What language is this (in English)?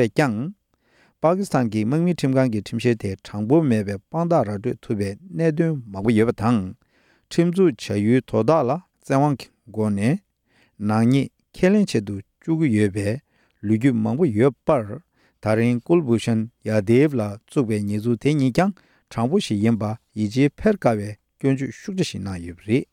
Tibetan